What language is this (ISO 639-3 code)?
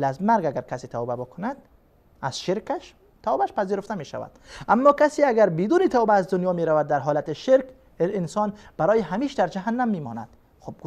fas